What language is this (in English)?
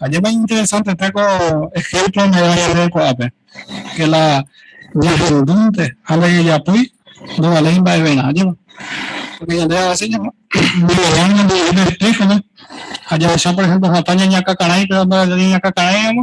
Guarani